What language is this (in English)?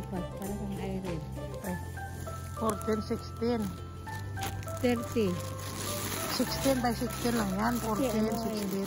Filipino